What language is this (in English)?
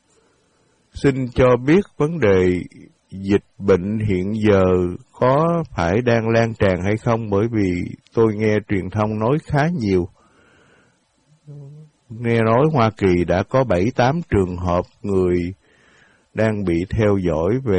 Vietnamese